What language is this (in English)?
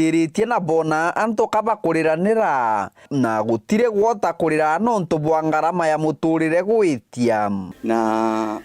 Meru